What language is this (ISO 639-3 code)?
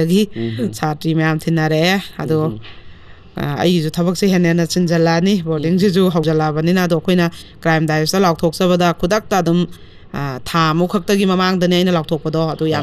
mni